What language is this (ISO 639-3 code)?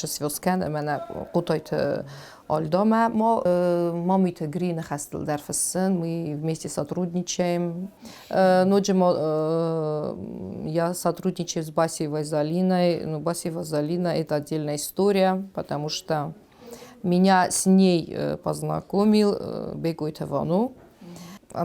oss